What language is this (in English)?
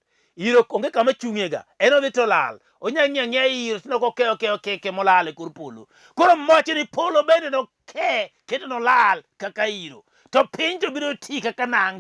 Luo (Kenya and Tanzania)